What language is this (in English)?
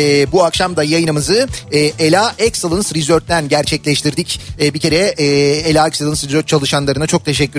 Turkish